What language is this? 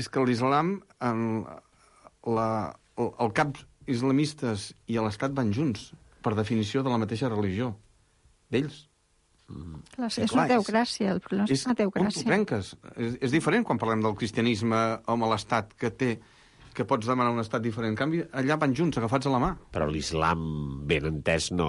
Catalan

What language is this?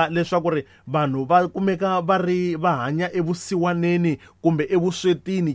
Tsonga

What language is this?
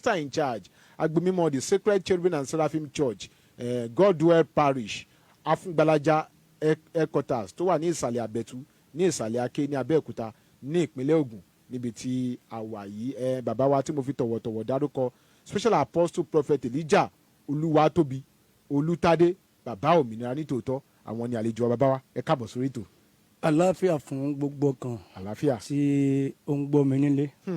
Yoruba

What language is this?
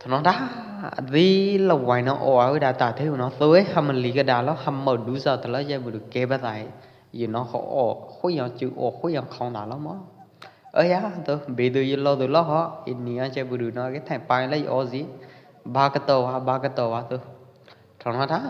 Pwo Eastern Karen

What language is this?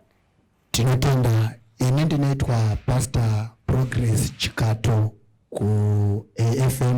Shona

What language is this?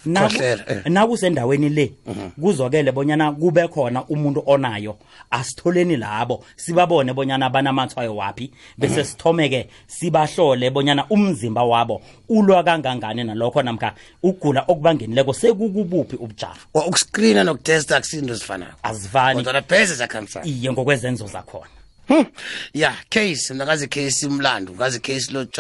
South Ndebele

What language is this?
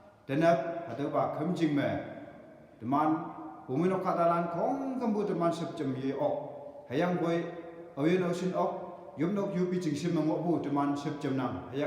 Konyak Naga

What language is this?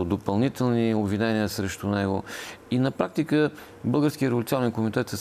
Bulgarian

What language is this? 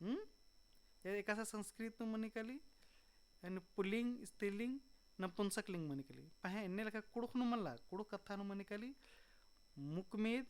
Kurukh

